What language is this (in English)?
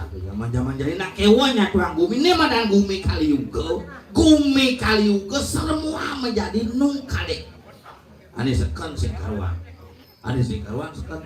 Balinese